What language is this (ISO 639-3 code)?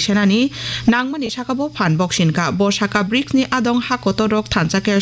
trp